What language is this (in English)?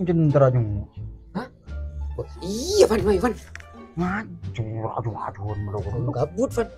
Madurese